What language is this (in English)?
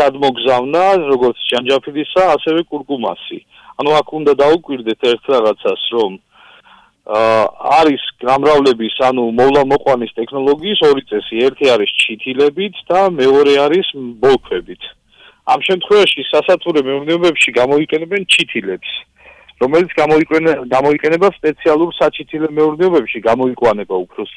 Georgian